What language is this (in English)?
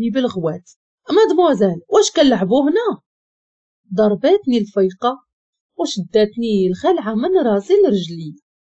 Moroccan Arabic